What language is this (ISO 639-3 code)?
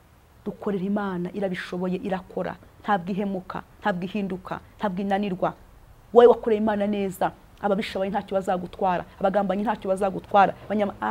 kin